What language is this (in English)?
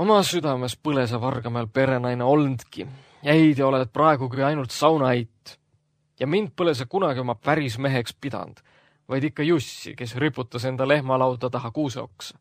Estonian